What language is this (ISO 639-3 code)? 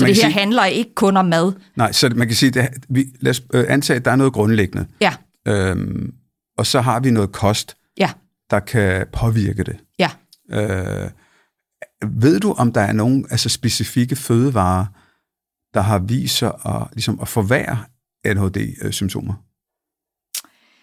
dan